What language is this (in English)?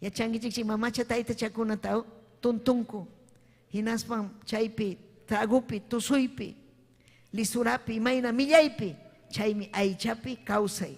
Ayacucho Quechua